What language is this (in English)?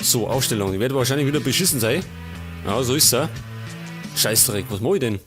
Bavarian